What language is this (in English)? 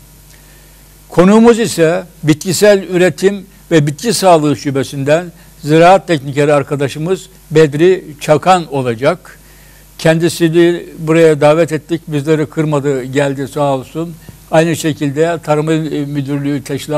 Turkish